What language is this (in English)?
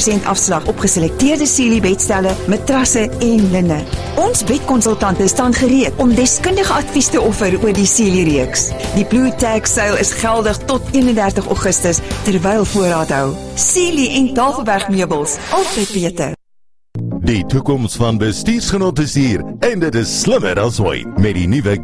Afrikaans